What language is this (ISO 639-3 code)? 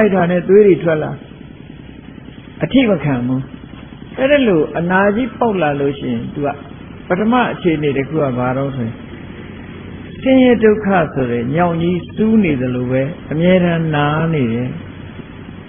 mya